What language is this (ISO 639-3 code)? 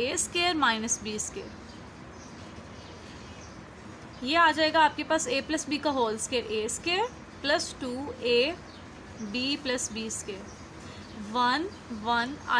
hin